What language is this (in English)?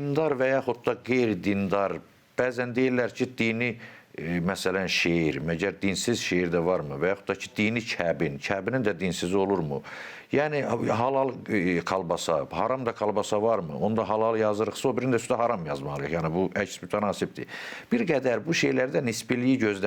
Azerbaijani